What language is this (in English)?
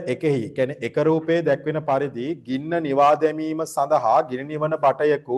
Sinhala